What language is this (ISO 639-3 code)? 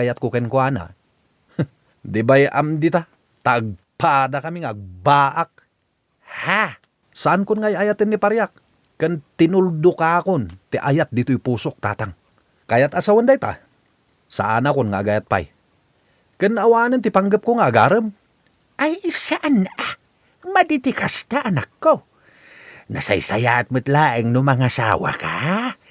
ilo